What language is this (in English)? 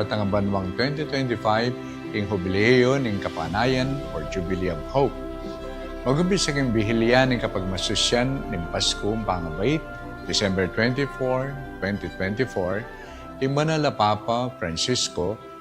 Pampanga